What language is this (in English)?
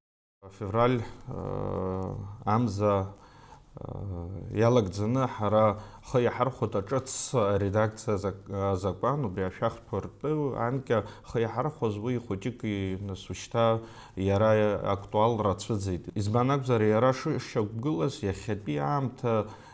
Abkhazian